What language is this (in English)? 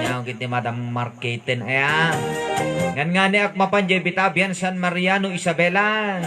Iloko